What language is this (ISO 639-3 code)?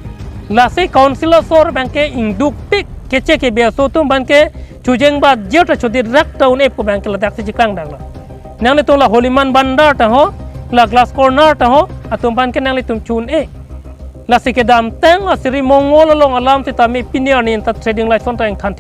mjw